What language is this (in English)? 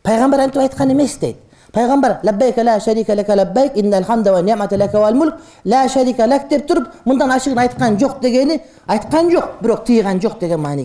Kyrgyz